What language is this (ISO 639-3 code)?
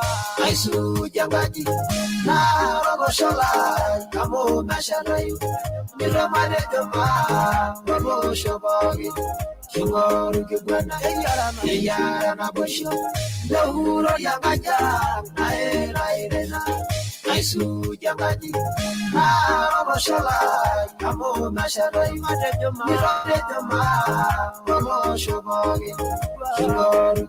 mas